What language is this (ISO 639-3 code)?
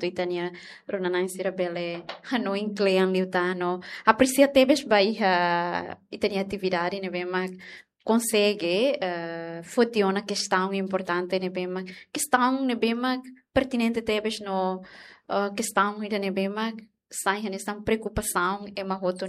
tet